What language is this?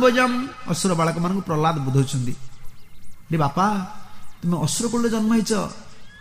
Odia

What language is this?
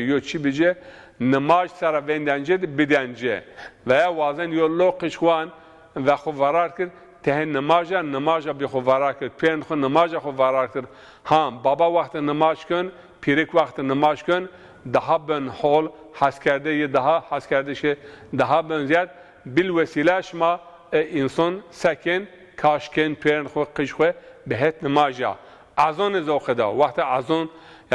Zaza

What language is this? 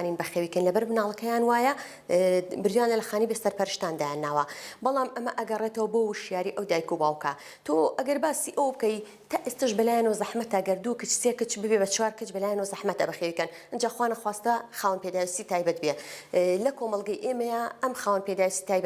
Central Kurdish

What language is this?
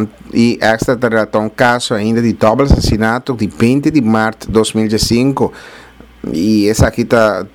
Papiamento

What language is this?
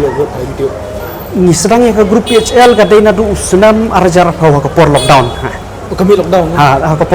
Khasi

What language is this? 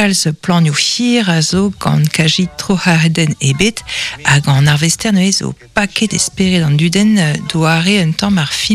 Breton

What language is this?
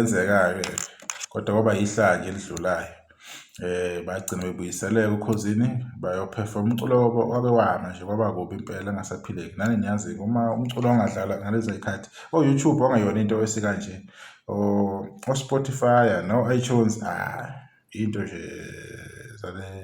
Zulu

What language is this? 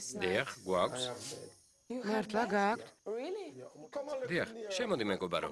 Georgian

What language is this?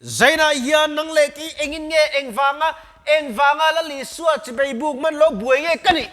Mizo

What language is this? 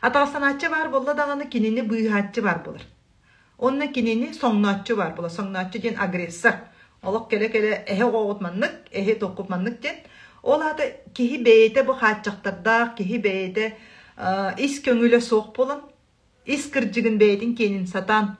Yakut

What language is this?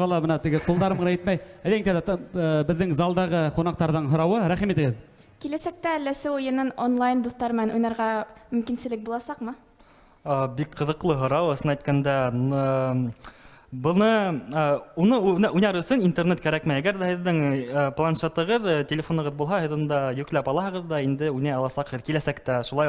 Bashkir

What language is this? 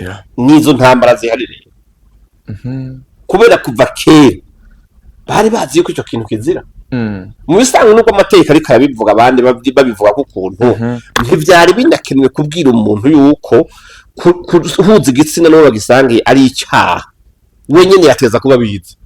Rundi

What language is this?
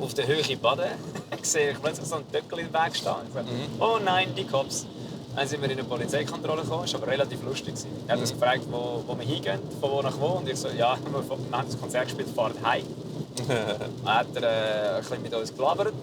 Swiss German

